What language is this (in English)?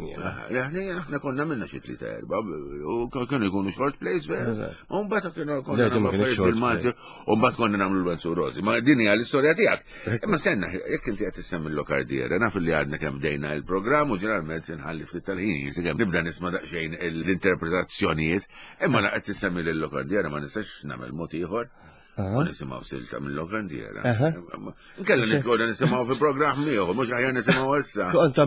Maltese